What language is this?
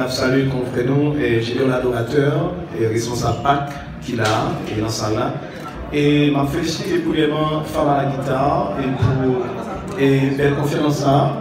Haitian Creole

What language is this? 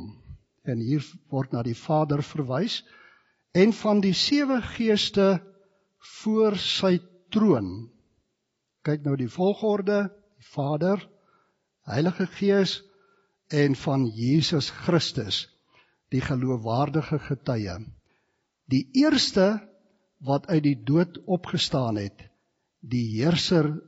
Afrikaans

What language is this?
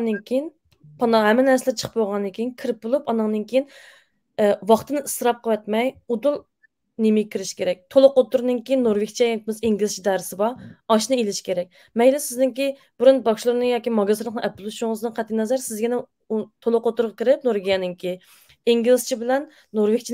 Uyghur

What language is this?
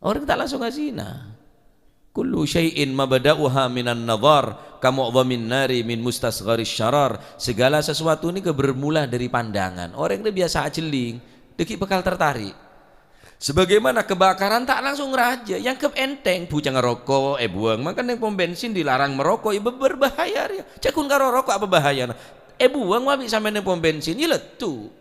Madurese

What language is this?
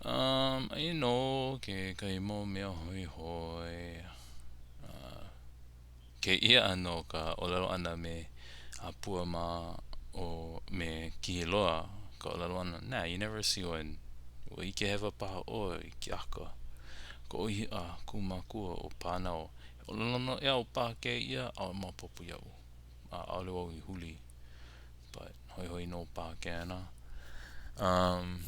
Hawaiian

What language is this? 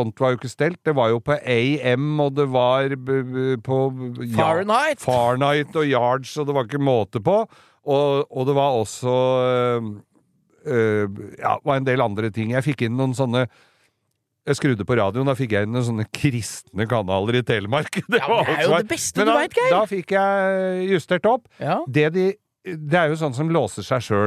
Norwegian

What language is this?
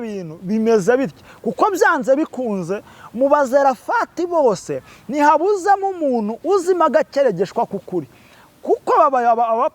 Kinyarwanda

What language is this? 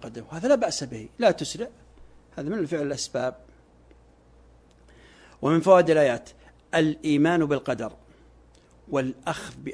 Arabic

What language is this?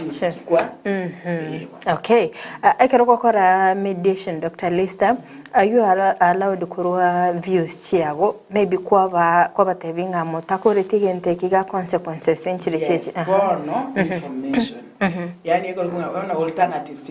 Gusii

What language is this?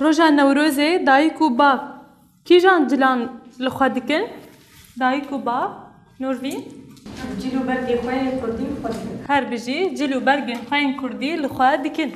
Kurdish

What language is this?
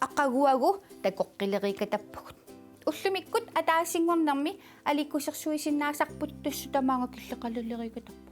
Kalaallisut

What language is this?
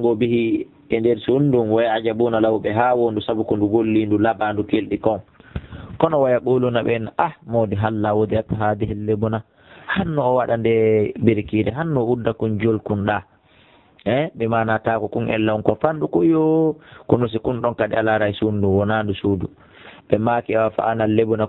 Fula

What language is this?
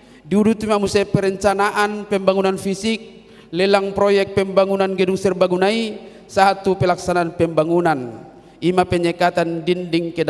Batak Toba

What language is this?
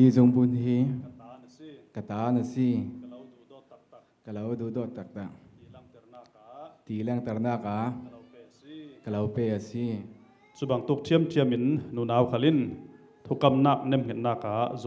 Falam Chin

